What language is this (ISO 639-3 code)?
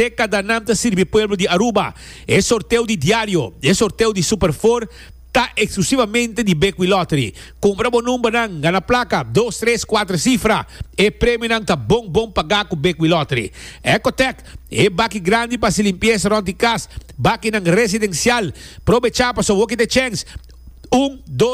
pap